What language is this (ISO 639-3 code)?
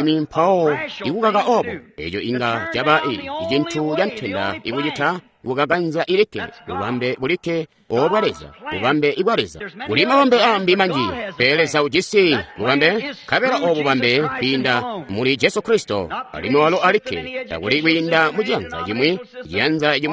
toi